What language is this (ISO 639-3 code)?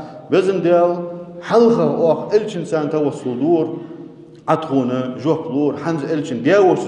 inh